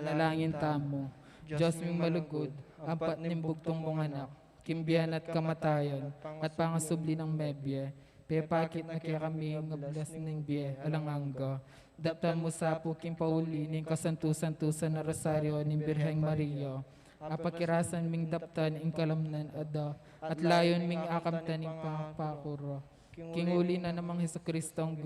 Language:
Pampanga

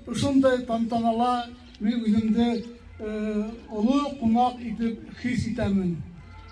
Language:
Bashkir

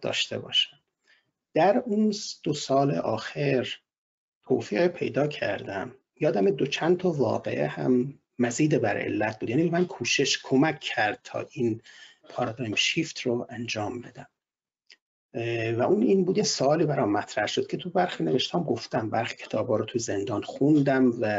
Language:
Persian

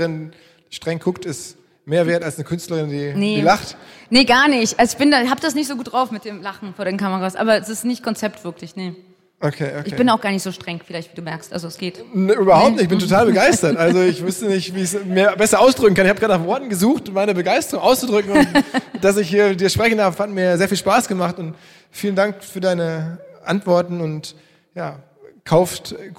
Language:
German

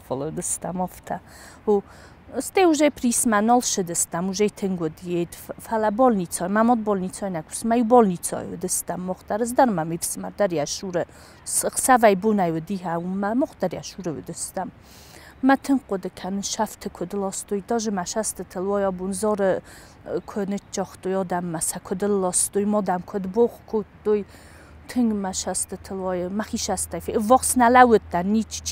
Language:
Ossetic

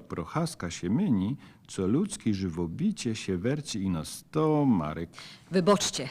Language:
Silesian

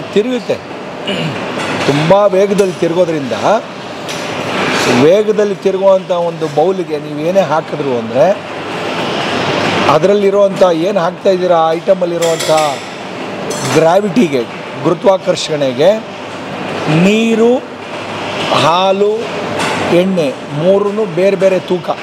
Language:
Kannada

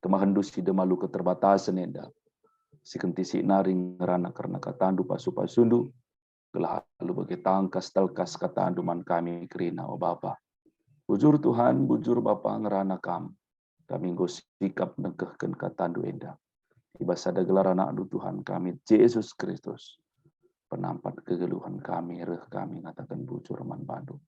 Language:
Batak Karo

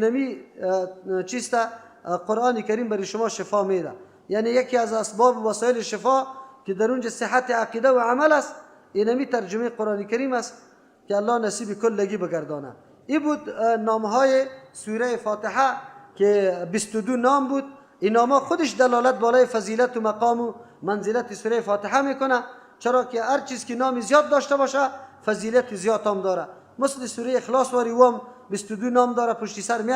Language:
Persian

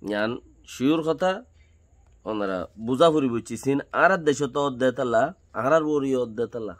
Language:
Rohingya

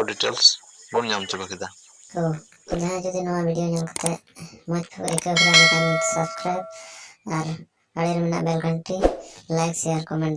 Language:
Santali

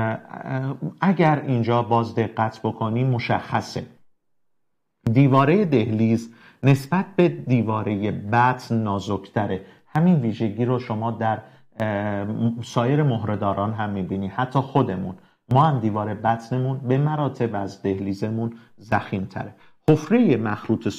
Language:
Persian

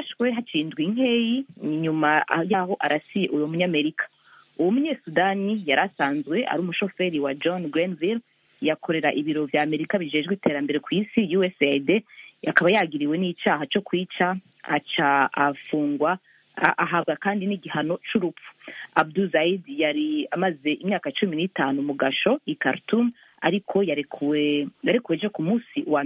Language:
Rundi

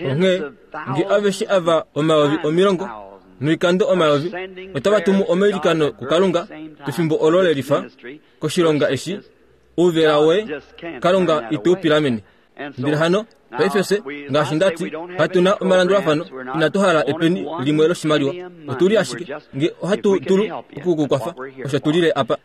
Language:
Kuanyama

